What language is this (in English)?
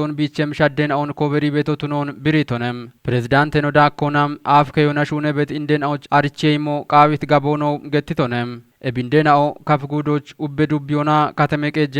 Kafa